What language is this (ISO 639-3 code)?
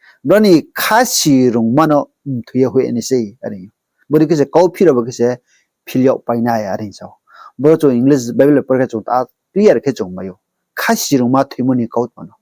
ria